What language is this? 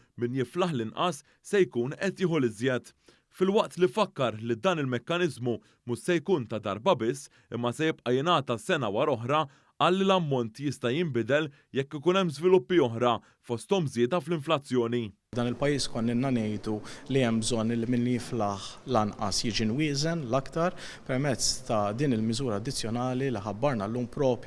Maltese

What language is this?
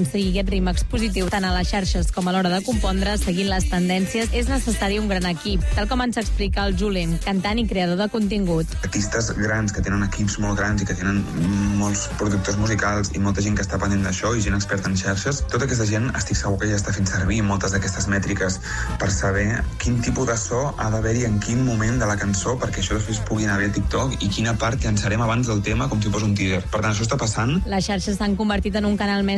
Catalan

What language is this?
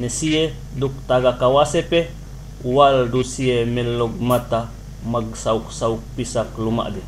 Yakan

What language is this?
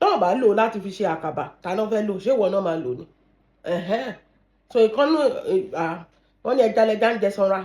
Yoruba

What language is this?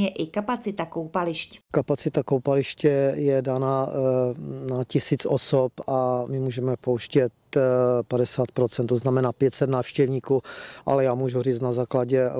Czech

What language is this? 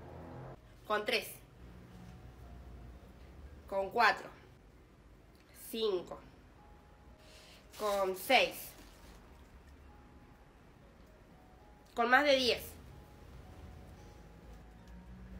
Spanish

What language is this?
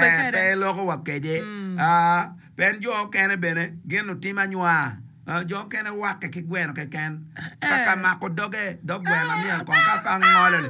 Acoli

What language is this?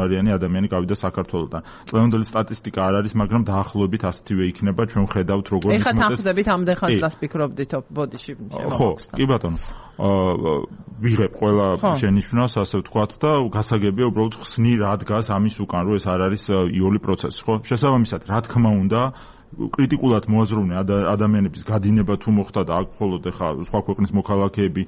Georgian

